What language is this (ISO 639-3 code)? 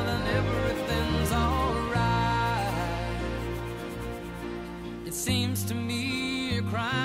eng